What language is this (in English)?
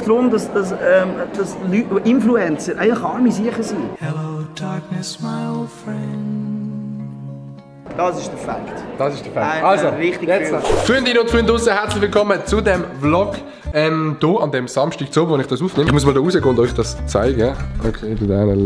Swiss German